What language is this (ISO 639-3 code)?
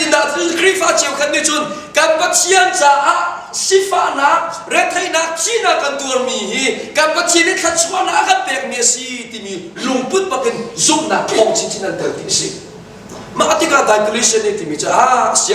cnh